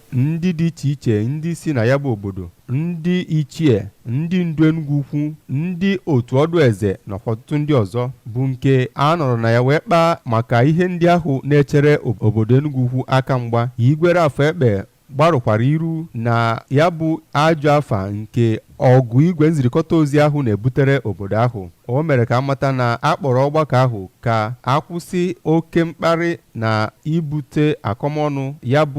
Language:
Igbo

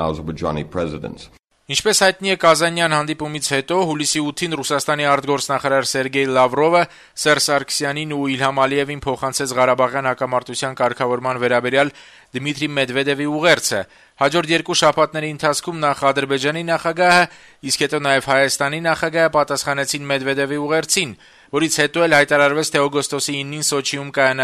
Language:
Armenian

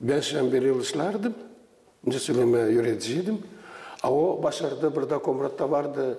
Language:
Gagauz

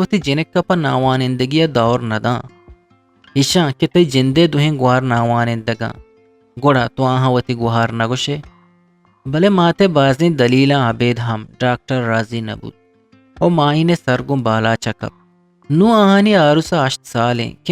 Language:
Eastern Balochi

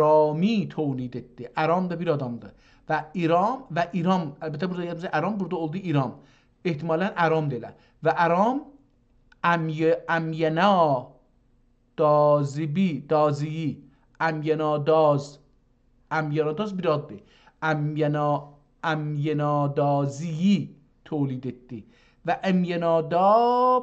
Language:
South Azerbaijani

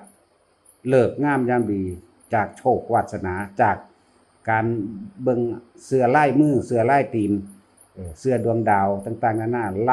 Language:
Northeastern Thai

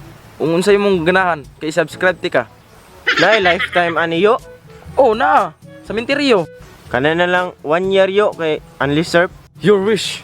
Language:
Cebuano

